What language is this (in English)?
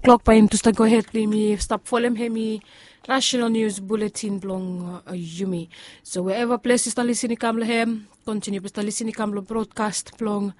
Bislama